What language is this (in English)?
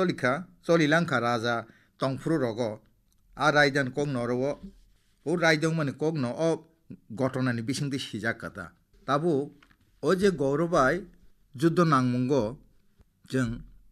Kok Borok